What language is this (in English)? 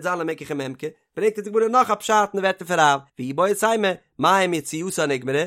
Yiddish